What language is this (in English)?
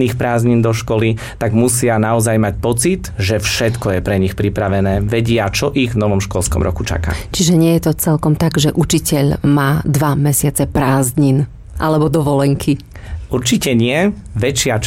Slovak